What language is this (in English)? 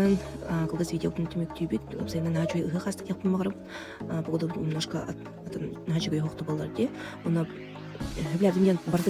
Yakut